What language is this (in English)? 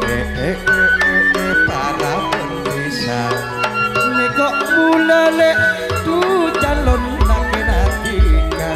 Madurese